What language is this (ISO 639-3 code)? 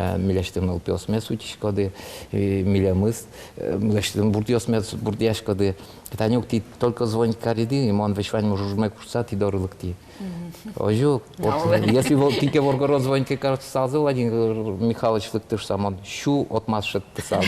udm